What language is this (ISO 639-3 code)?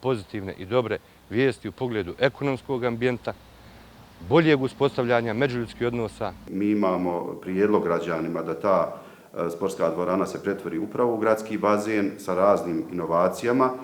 bos